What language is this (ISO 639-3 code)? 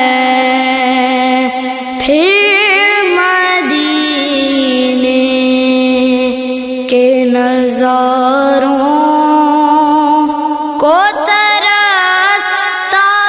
urd